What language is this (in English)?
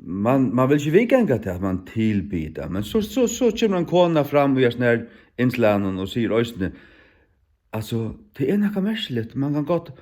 Faroese